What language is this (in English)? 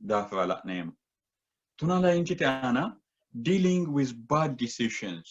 Sidamo